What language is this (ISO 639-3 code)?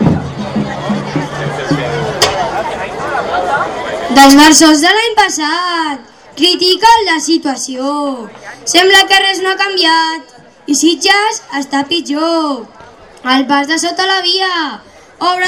cat